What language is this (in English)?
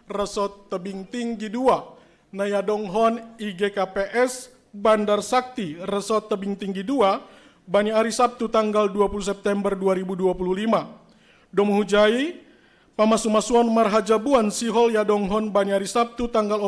Batak Simalungun